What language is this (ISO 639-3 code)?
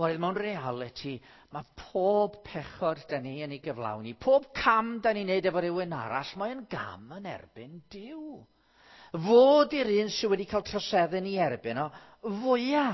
cym